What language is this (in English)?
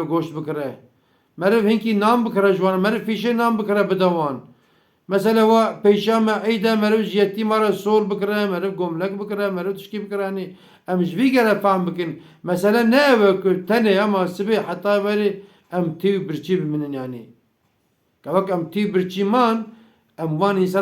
Kurdish